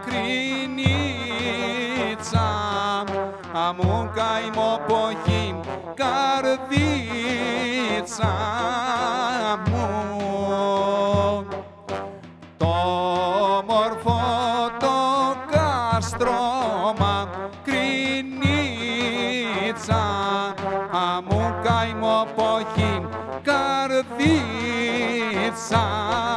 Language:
Greek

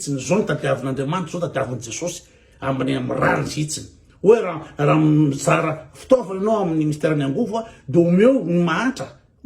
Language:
Malagasy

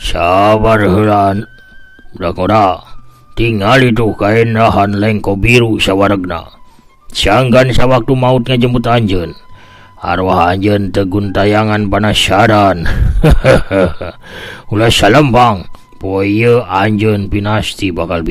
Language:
Sundanese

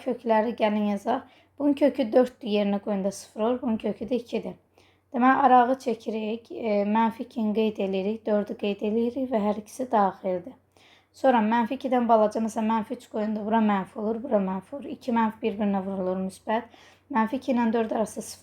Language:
Azerbaijani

